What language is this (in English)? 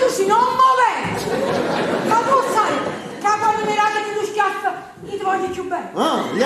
Neapolitan